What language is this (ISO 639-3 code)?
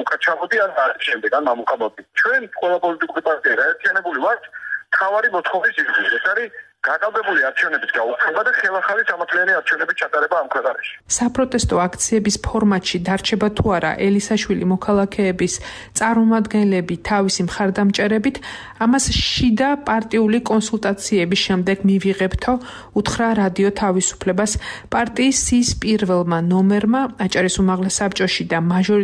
kat